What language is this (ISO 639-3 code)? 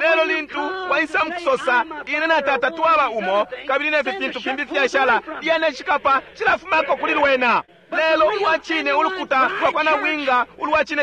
bem